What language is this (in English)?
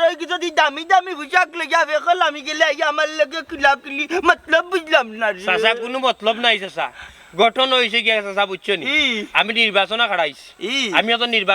Sylheti